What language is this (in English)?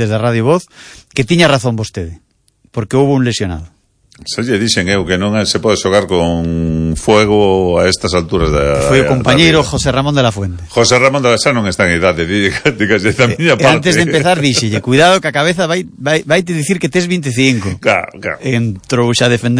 Galician